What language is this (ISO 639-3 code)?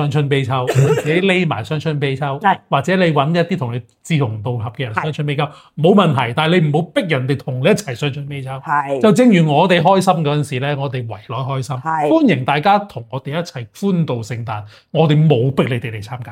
yue